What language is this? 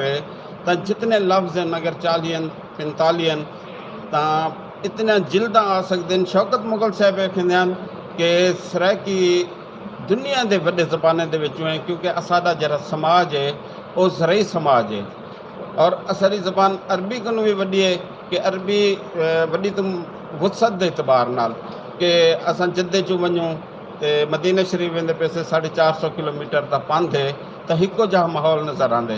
Saraiki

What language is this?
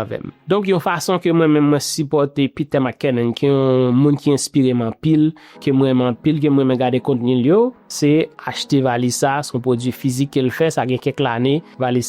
Haitian Creole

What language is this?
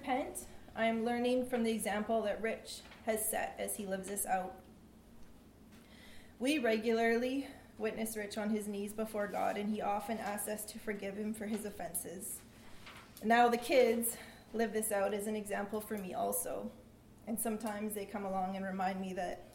English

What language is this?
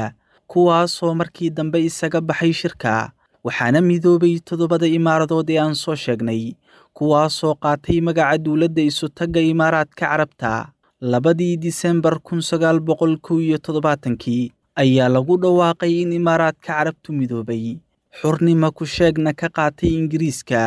Somali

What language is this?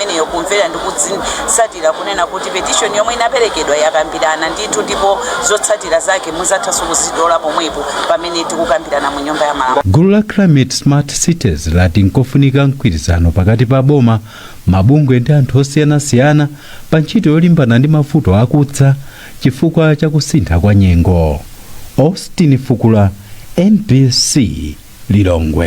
Nyanja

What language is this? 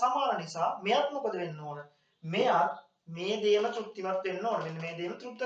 Sinhala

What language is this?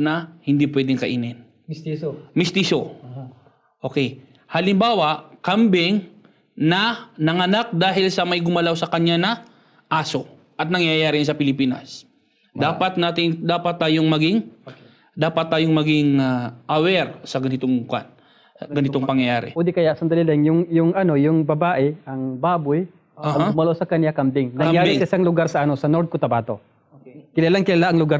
Filipino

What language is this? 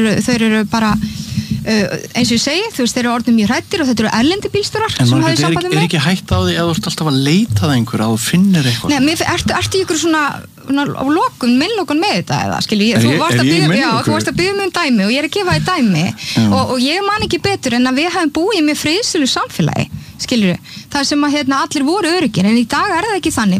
Icelandic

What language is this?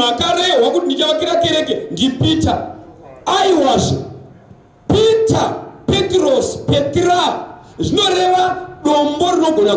Shona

